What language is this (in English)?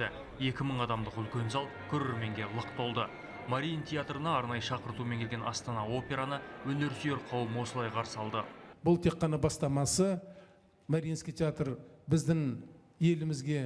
Kazakh